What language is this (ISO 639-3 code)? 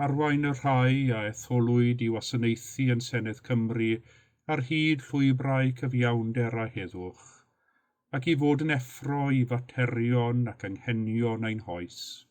cym